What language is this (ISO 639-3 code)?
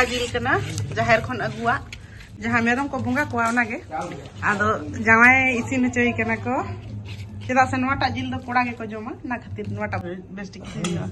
sat